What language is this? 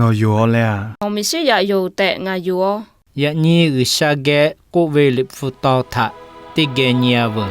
Lahu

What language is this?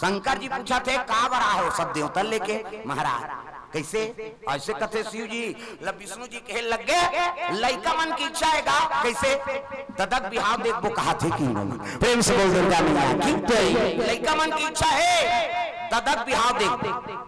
Chhattisgarhi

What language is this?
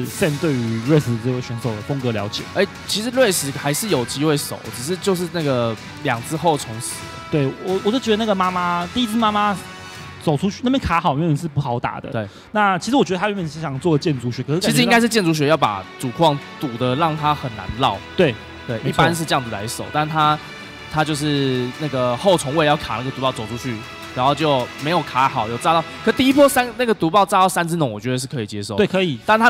Chinese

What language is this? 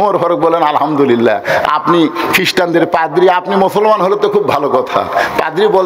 Bangla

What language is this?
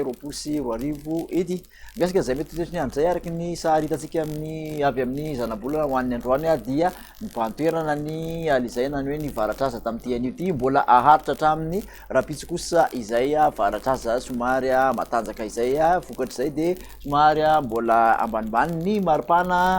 Malagasy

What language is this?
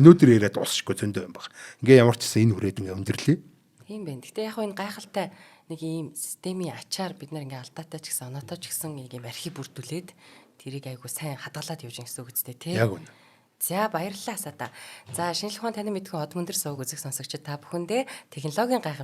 Mongolian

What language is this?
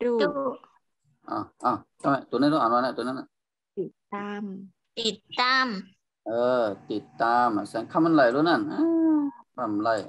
Shan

